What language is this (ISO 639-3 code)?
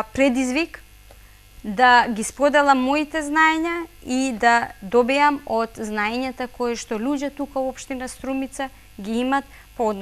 mkd